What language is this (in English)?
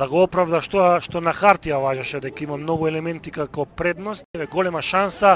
Macedonian